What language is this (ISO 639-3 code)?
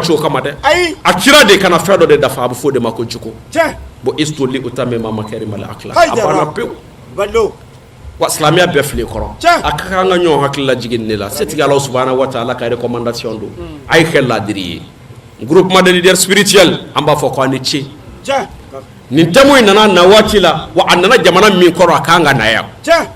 bam